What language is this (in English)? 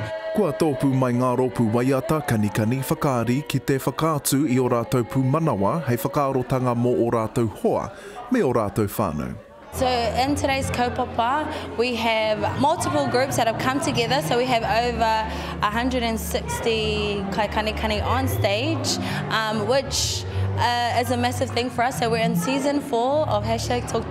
Māori